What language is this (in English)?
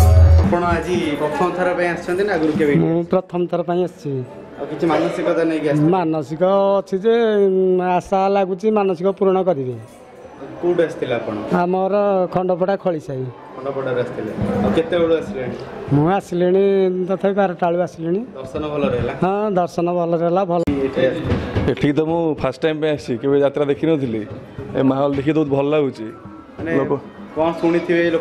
Odia